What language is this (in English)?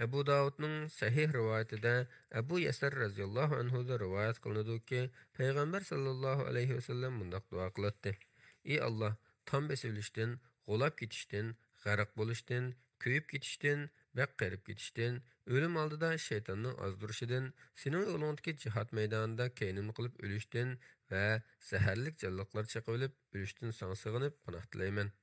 Uyghur